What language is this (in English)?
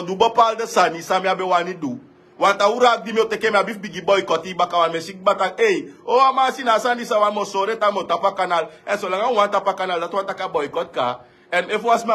Sranan Tongo